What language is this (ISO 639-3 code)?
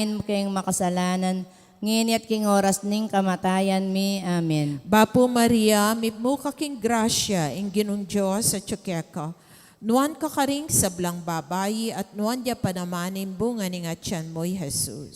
pam